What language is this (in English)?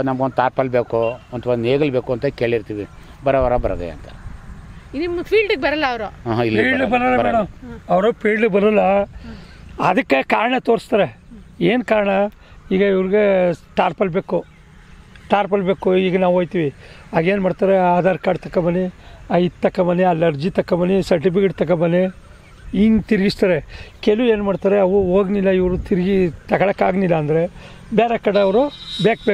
Kannada